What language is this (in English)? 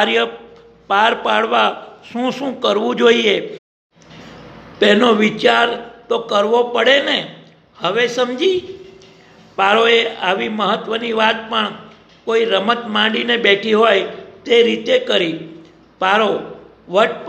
Gujarati